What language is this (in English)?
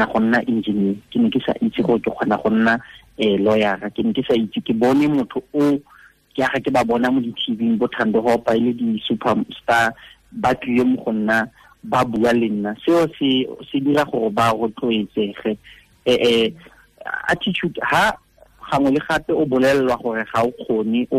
Tswana